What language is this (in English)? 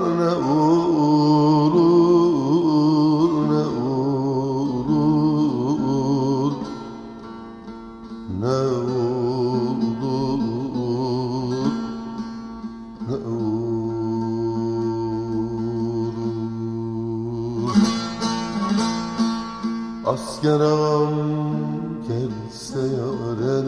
Turkish